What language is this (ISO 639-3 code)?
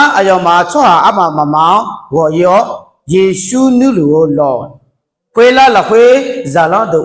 ahk